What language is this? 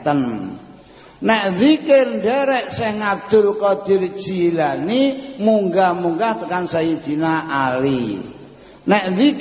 Javanese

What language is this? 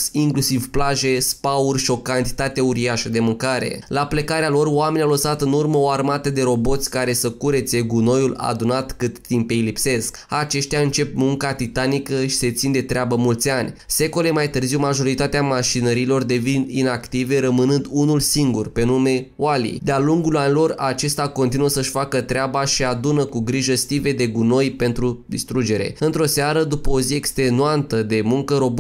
Romanian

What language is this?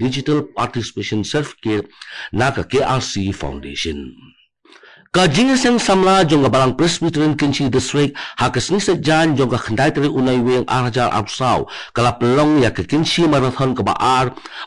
Khasi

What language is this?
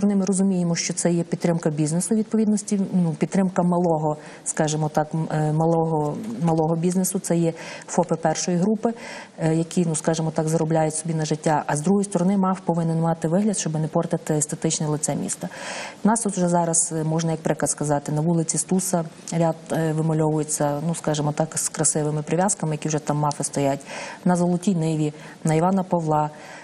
Ukrainian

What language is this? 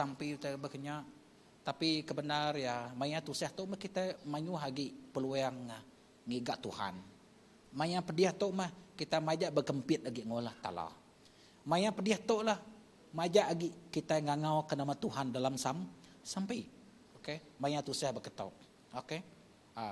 Iban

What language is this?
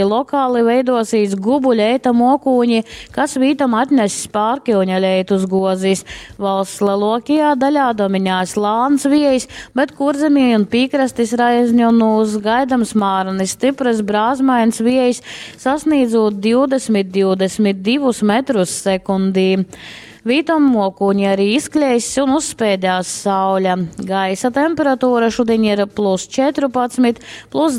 Latgalian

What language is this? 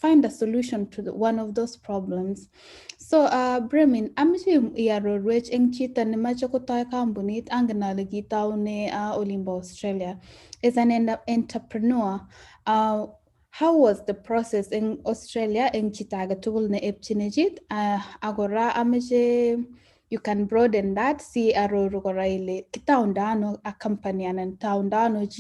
Kalenjin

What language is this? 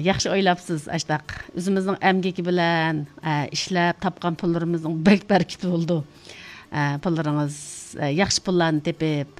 Uyghur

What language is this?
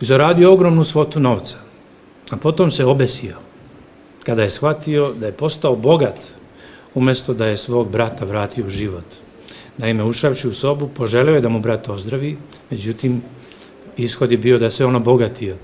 Serbian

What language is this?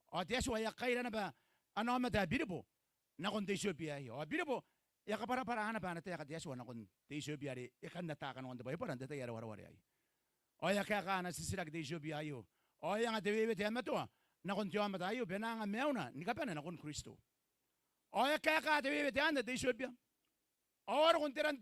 Gilbertese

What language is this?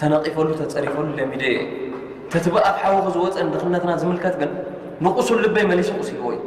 Tigrinya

